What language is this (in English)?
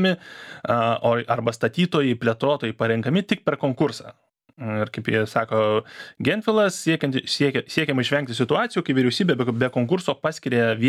Lithuanian